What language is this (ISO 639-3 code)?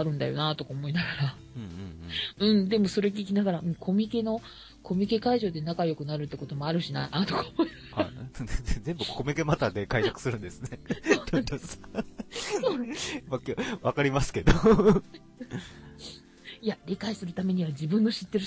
jpn